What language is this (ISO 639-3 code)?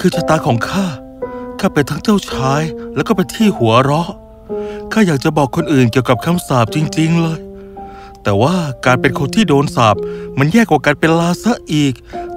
tha